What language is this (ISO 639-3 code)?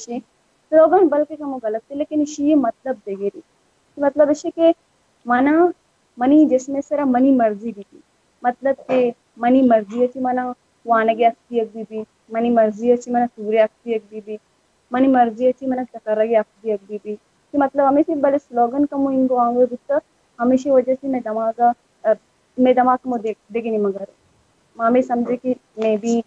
bal